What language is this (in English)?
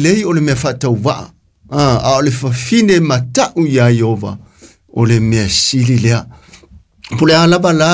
Samoan